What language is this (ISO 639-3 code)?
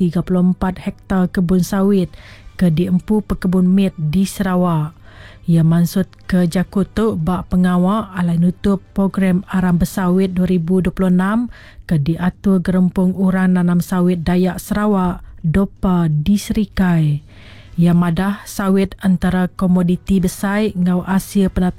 iba